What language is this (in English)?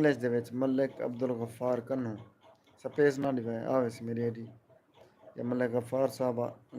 Saraiki